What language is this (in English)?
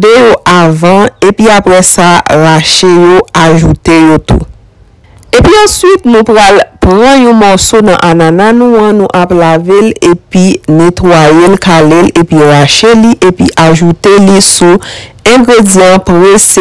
Haitian Creole